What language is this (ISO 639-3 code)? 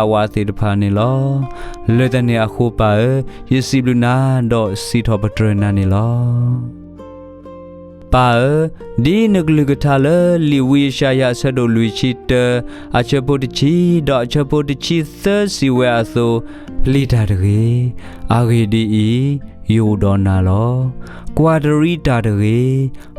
ksw